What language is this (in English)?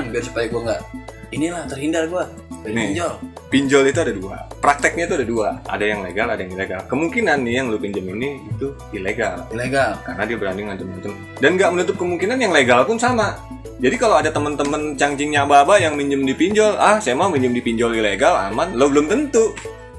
Betawi